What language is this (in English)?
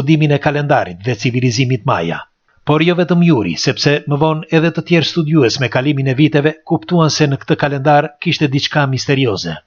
Albanian